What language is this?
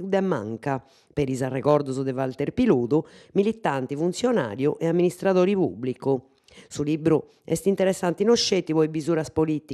Sardinian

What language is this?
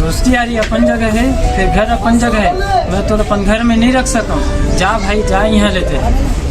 Chhattisgarhi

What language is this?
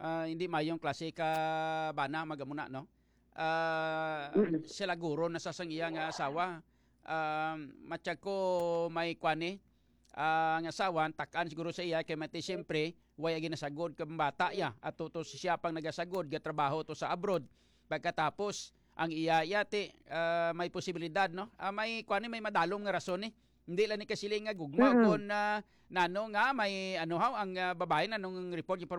Hiligaynon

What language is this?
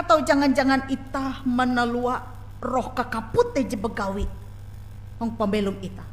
Ngaju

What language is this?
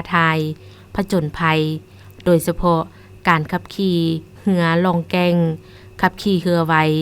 Lao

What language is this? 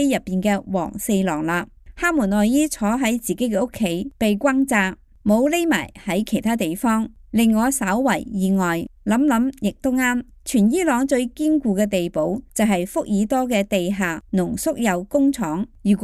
Cantonese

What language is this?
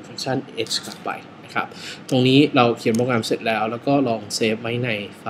Thai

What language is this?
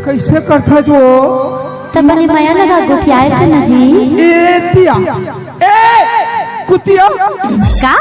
Chhattisgarhi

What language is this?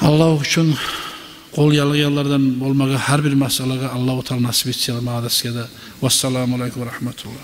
Kumyk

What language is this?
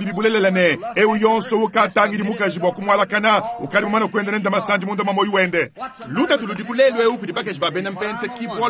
Luba-Lulua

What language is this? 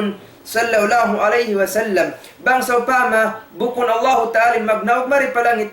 Tausug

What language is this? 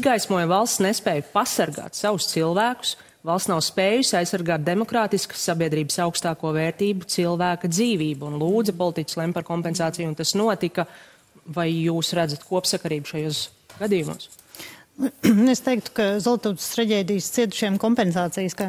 Latvian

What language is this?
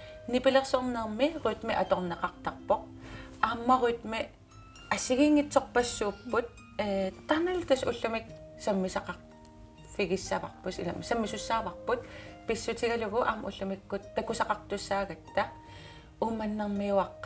Kalaallisut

